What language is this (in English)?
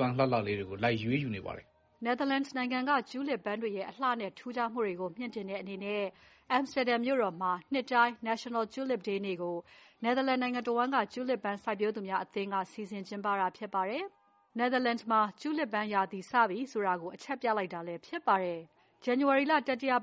Burmese